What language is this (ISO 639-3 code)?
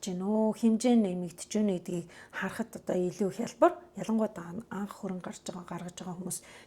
mon